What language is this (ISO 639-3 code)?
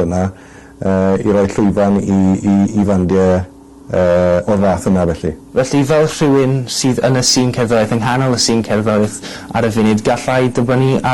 cym